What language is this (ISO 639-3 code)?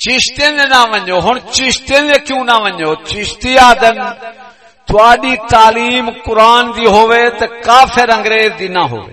skr